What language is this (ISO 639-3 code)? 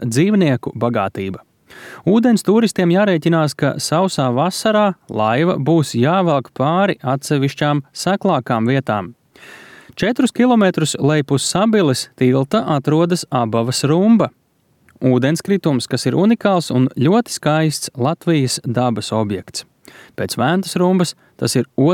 lav